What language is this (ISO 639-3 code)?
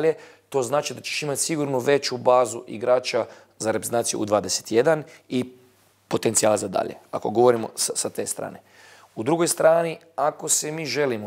bos